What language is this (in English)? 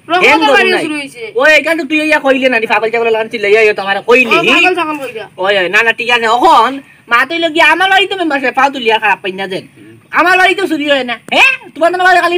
Sylheti